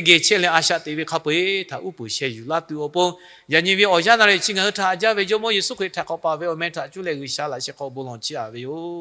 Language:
Lahu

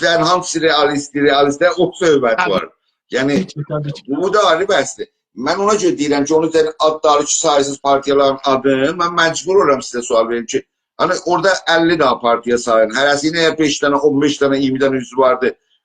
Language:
South Azerbaijani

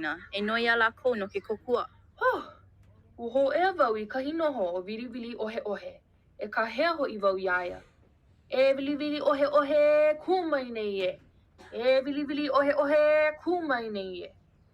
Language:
Hawaiian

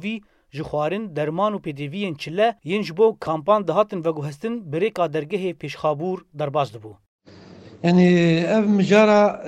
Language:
Kurdish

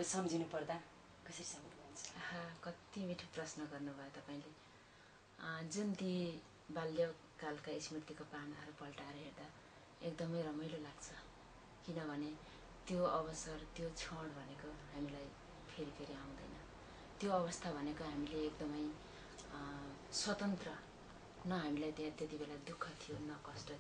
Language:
Nepali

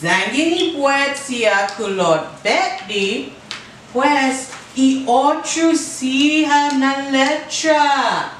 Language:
Chamorro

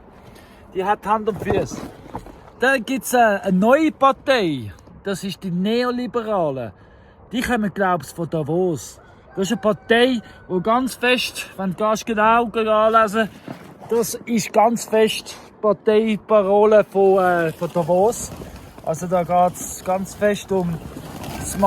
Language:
Swiss German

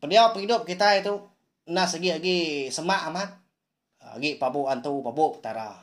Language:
Iban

